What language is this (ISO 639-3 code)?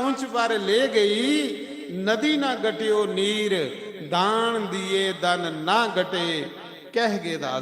doi